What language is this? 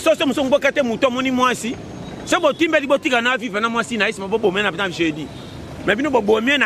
Lingala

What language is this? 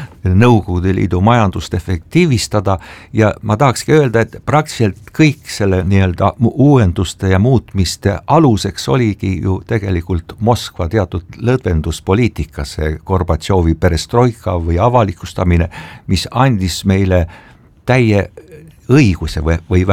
Estonian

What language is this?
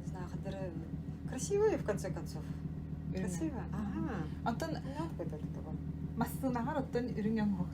Yakut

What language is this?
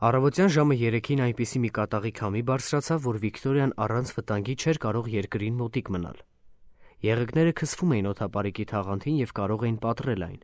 Armenian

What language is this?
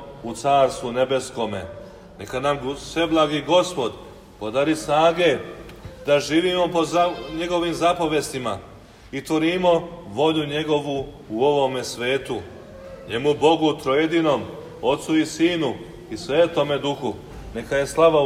Serbian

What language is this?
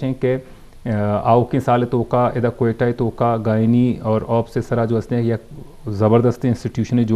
Eastern Balochi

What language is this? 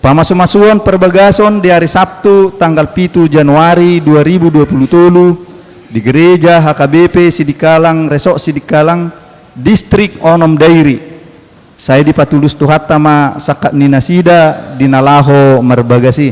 Batak Toba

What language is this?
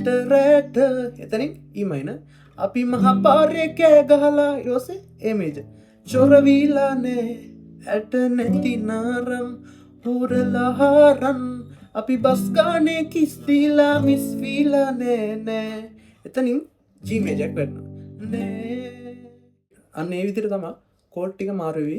Sinhala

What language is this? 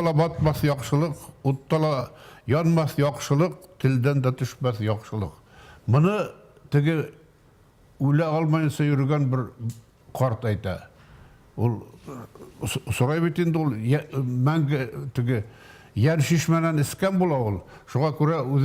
Bashkir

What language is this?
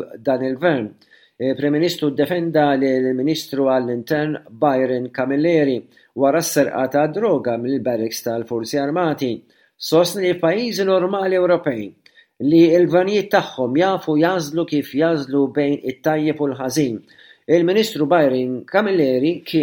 Maltese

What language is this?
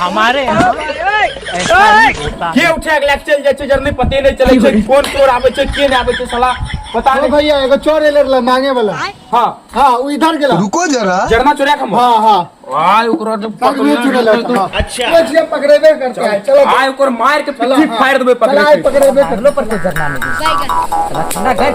Maithili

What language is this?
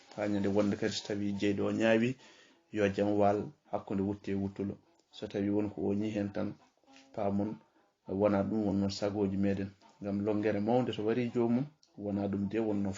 Fula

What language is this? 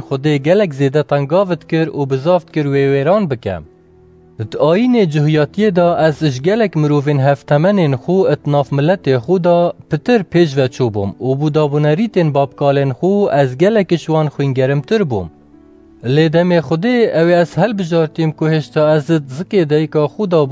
Kurdish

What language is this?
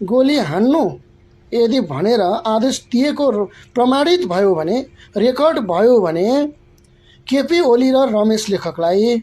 Nepali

